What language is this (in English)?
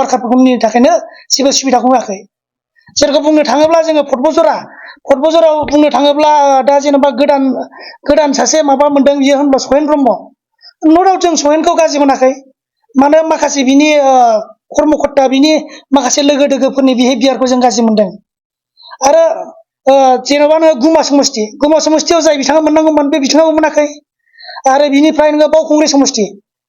Bodo